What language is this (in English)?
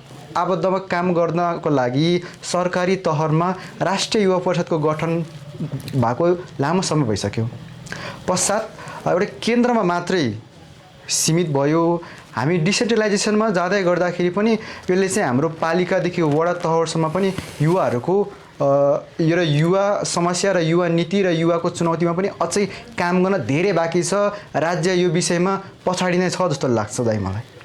Nepali